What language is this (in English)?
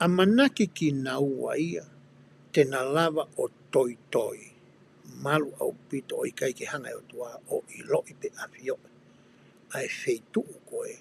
Tongan